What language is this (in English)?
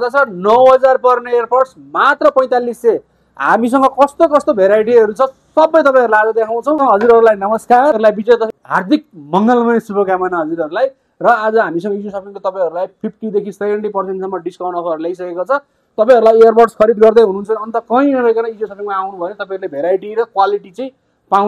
Nepali